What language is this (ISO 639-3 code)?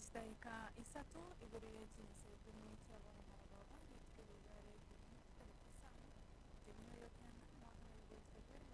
guz